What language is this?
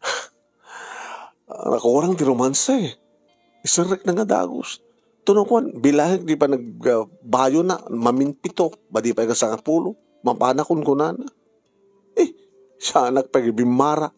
Iloko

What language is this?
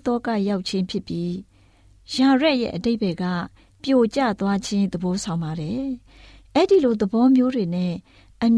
Burmese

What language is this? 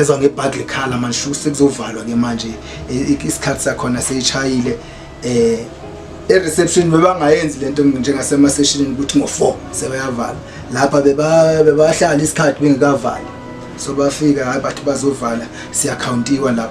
Zulu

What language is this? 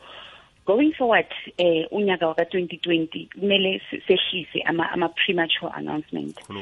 South Ndebele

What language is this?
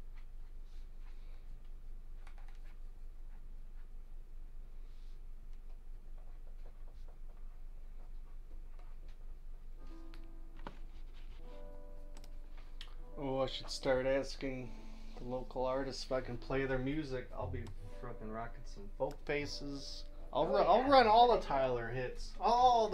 English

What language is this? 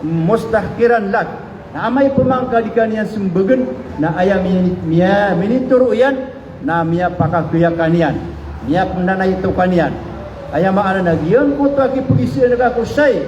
Maranao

